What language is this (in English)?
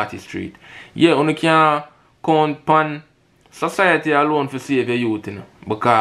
Jamaican Creole English